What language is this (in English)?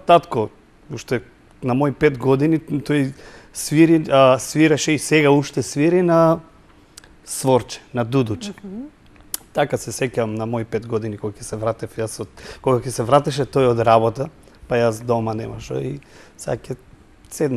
Macedonian